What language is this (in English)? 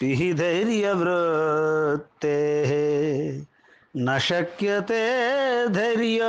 Sanskrit